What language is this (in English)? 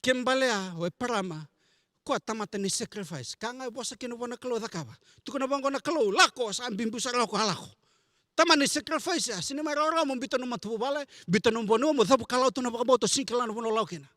Fijian